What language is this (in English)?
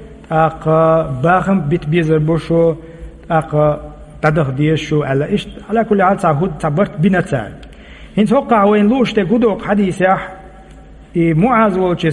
Chechen